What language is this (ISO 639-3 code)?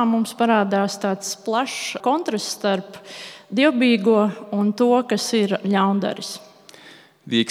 lav